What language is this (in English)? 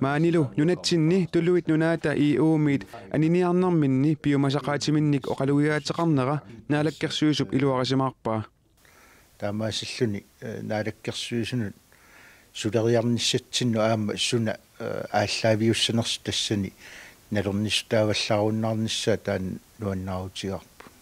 Kalaallisut